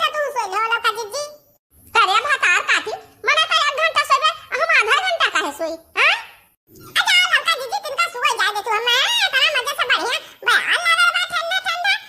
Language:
Awadhi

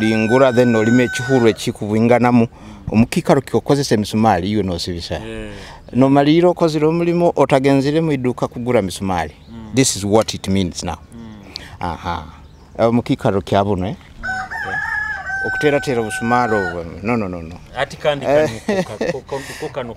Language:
Nyoro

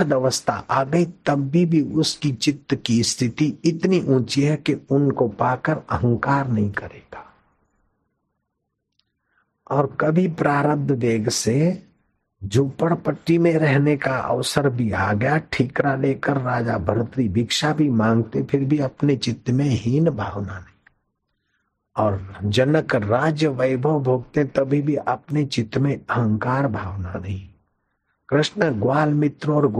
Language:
Hindi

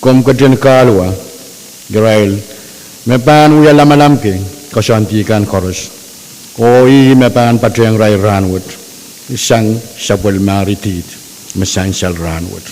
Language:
Pohnpeian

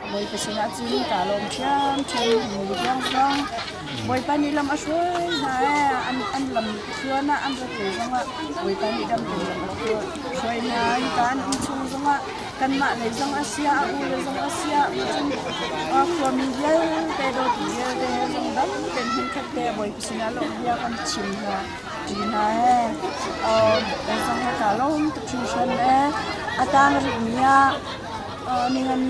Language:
Hakha Chin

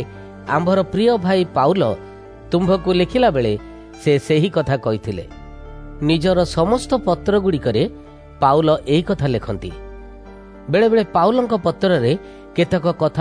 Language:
Odia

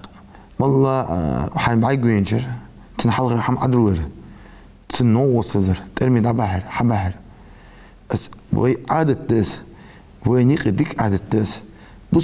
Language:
Ingush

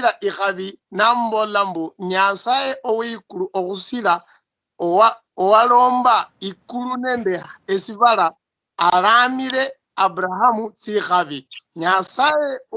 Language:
Luyia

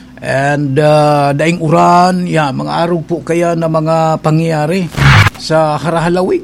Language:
Bikol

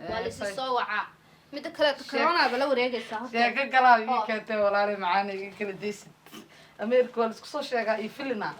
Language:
Somali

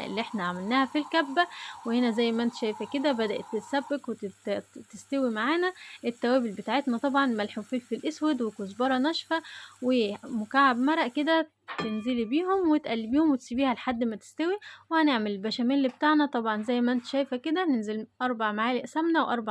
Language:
Egyptian Arabic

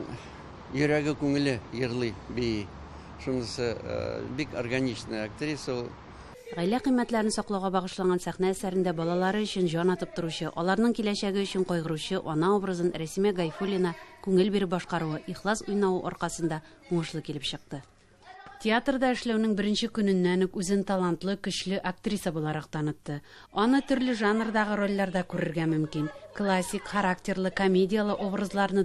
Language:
Tatar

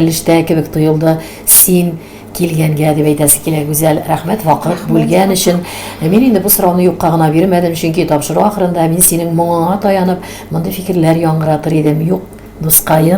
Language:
Tatar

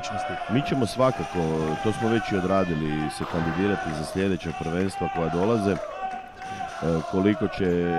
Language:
Croatian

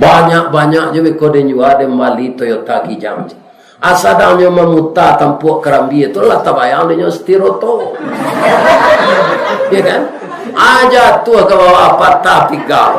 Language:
Minangkabau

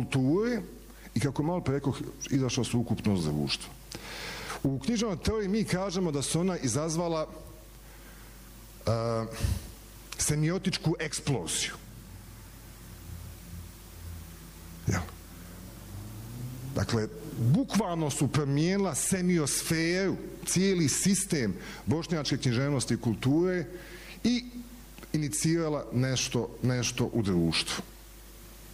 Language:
Bosnian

